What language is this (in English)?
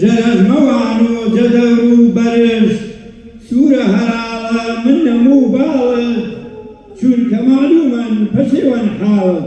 Gurani